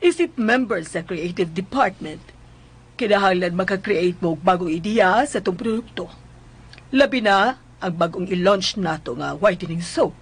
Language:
Cebuano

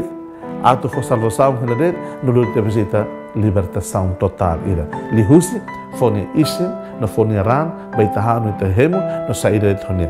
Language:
Tetum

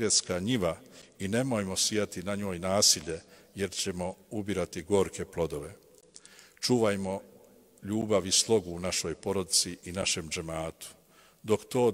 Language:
Bosnian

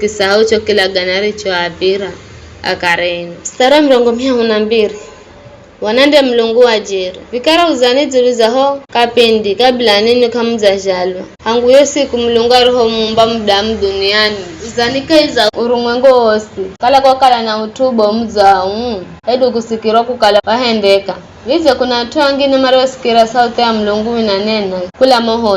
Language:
Giryama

